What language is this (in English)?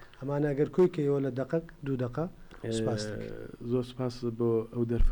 Central Kurdish